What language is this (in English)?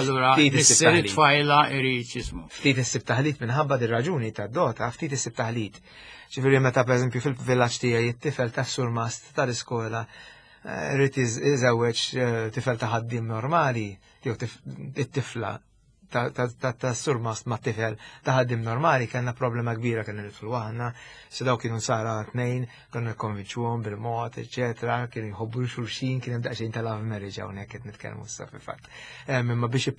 Maltese